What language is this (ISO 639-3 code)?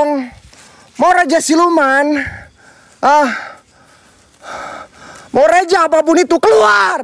ind